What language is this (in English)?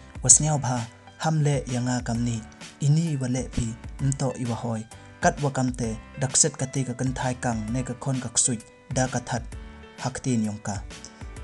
Pnar